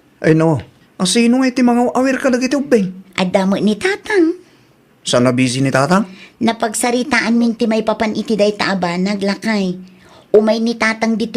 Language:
Iloko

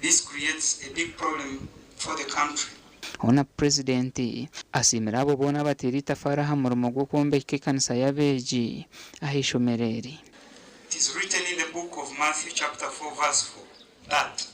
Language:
Nyankole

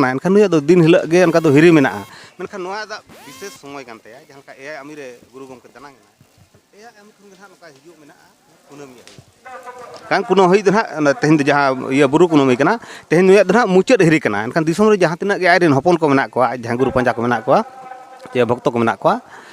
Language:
Santali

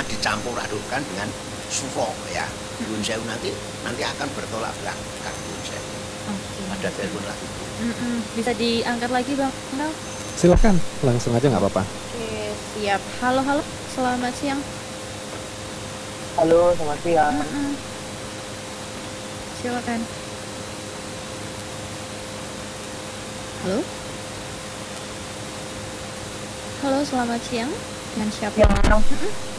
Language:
Indonesian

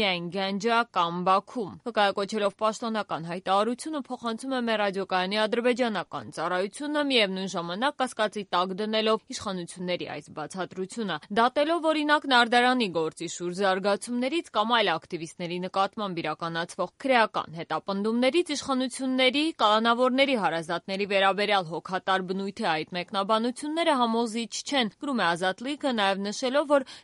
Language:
Armenian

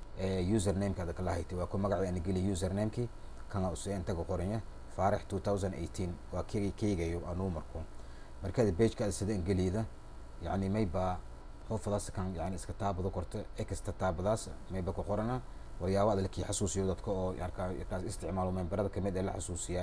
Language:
Somali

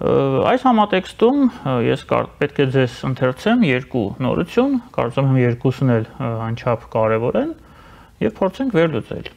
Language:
Armenian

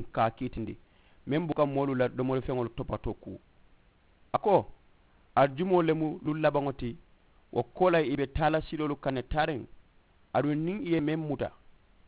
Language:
Mandingo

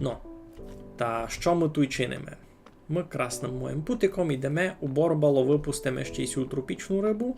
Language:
Rusyn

